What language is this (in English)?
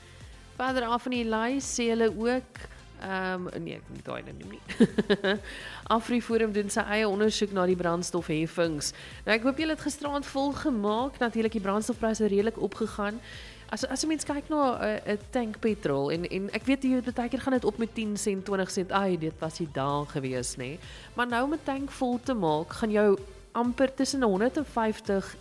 Afrikaans